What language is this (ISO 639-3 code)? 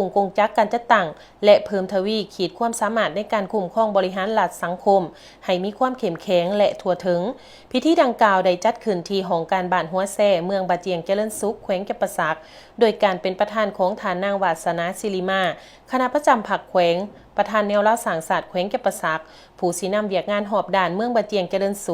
lao